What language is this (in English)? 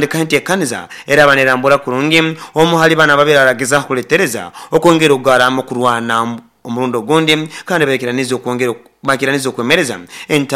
Nyoro